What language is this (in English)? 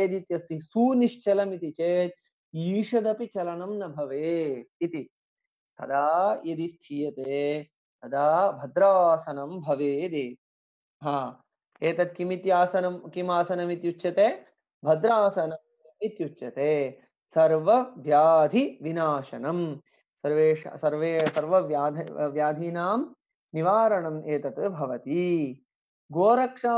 Sanskrit